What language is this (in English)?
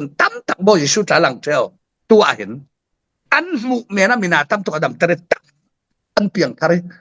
Falam Chin